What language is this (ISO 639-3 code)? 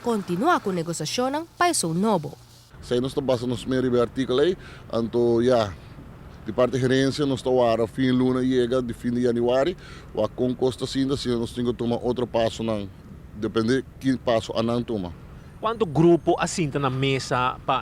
pap